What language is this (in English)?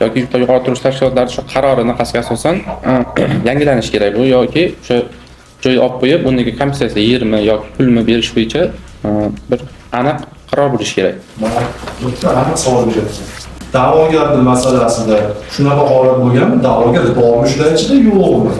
Uzbek